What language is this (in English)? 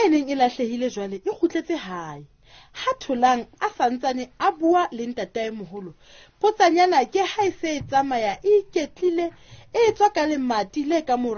Southern Sotho